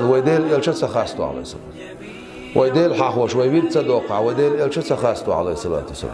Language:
Chechen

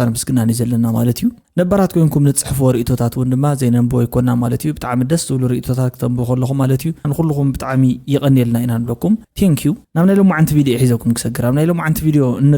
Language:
Tigrinya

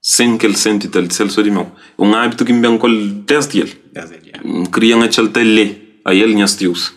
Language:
Kabuverdianu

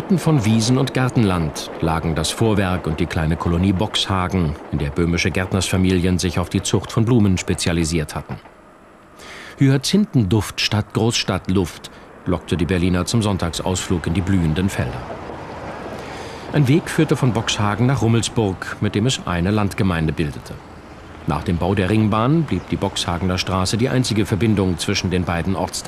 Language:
German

